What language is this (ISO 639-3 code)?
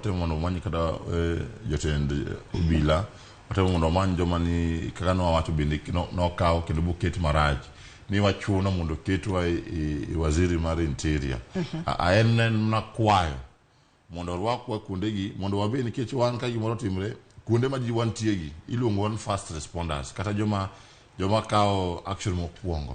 luo